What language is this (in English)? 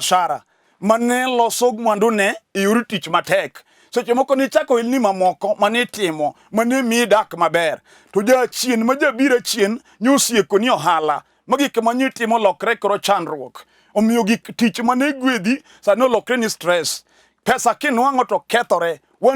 Luo (Kenya and Tanzania)